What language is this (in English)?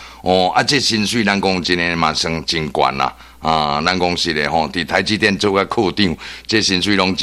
Min Nan Chinese